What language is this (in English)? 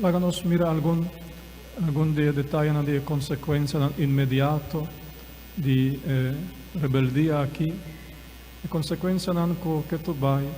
Papiamento